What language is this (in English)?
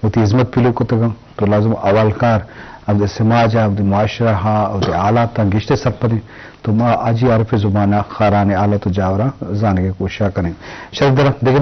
Eastern Balochi